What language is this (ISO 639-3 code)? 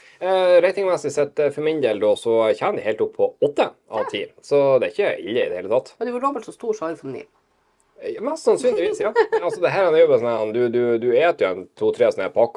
nor